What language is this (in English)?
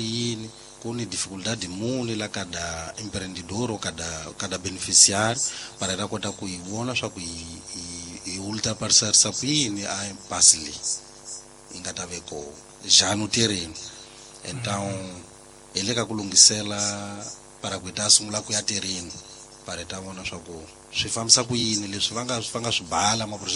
Tsonga